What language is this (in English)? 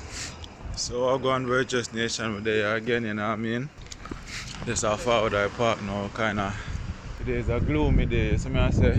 Jamaican Creole English